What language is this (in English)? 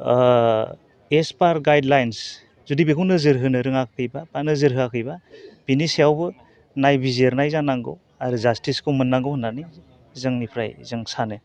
Bodo